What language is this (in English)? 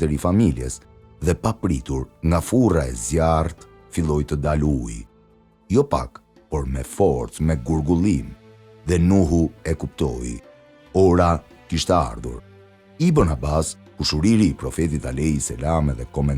Albanian